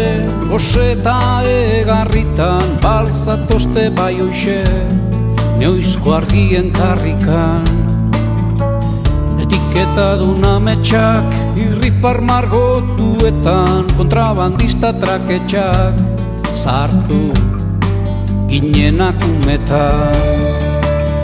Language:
Basque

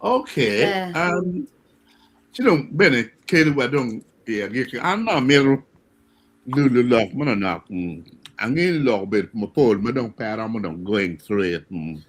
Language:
Acoli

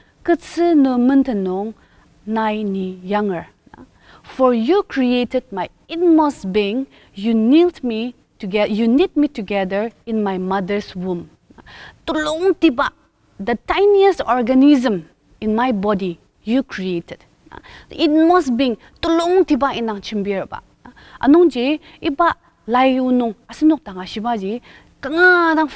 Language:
Ao Naga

